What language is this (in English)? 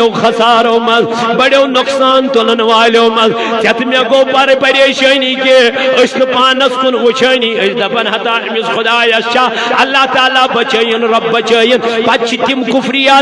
Kashmiri